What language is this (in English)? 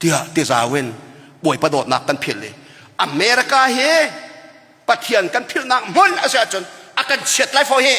Hakha Chin